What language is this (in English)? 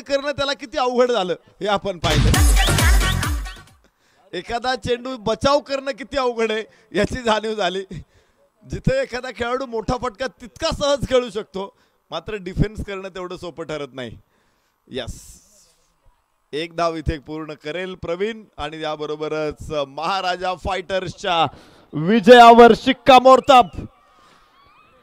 Marathi